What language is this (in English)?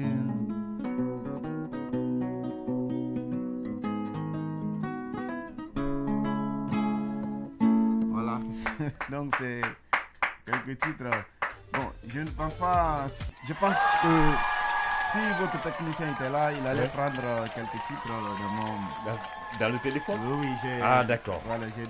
French